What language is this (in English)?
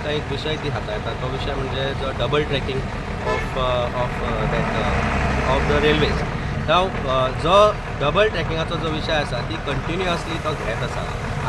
Konkani